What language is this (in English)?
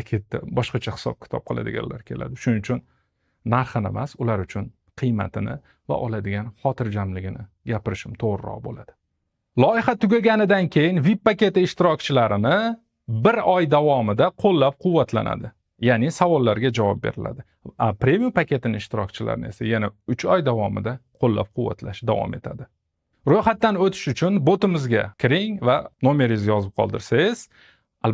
Uzbek